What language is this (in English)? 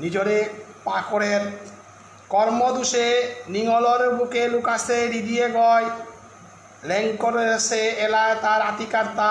Bishnupriya